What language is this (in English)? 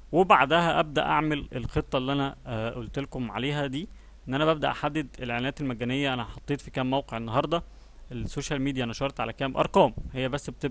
Egyptian Arabic